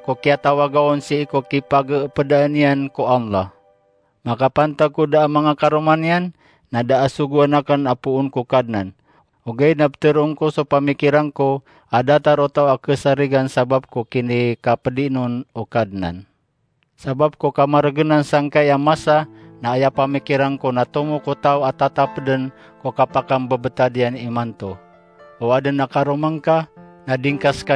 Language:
Maranao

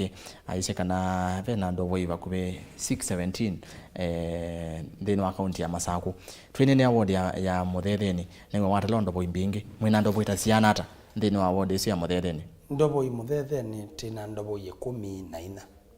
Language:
Kamba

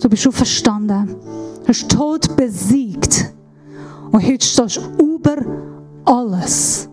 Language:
Swiss German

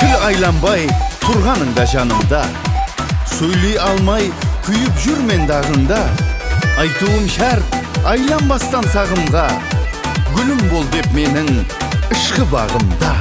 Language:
Kara-Kalpak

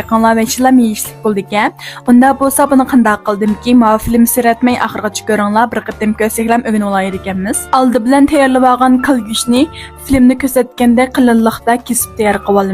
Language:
Uyghur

